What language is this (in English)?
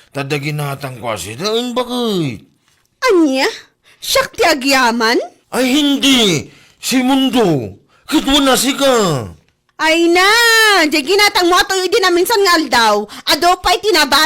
Iloko